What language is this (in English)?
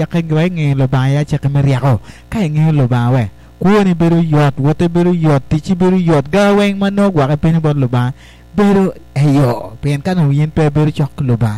Acoli